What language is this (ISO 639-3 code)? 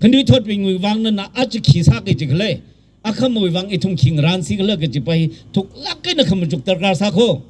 nmf